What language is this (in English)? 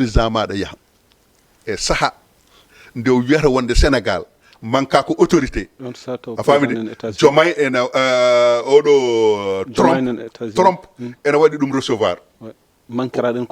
Fula